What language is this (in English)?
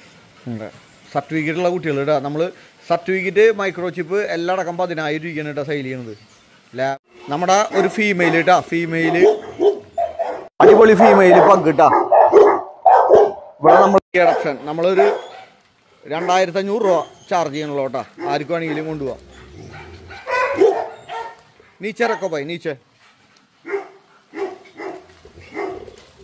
Malayalam